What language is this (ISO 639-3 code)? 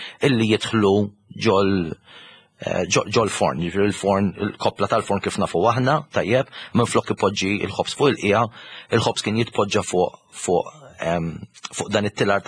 mlt